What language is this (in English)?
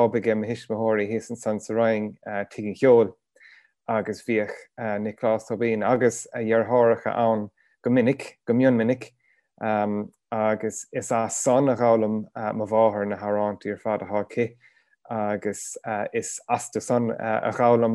Irish